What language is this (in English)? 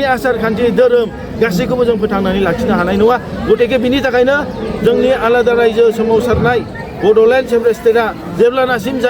Bodo